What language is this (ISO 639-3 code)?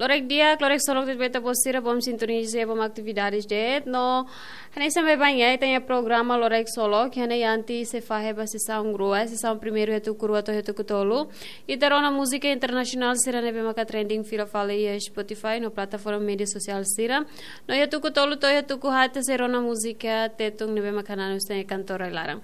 tet